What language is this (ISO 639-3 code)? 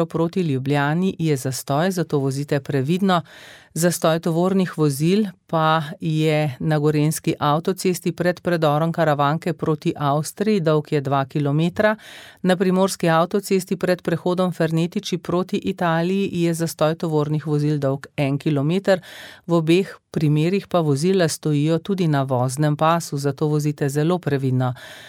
slv